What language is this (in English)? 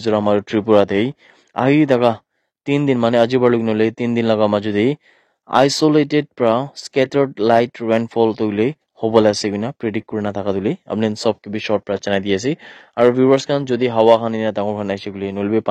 Naga Pidgin